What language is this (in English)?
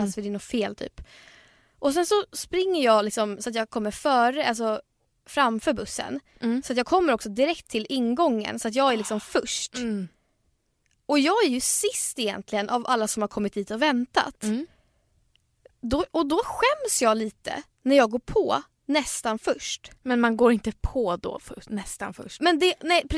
Swedish